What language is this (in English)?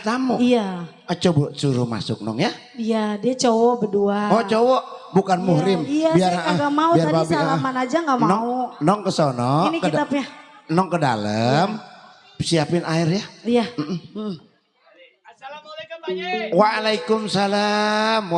Betawi